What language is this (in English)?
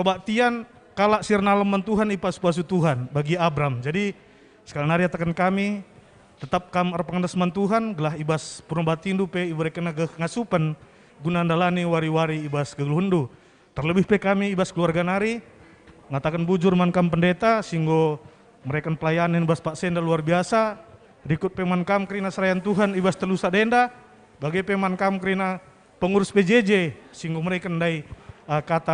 Batak Karo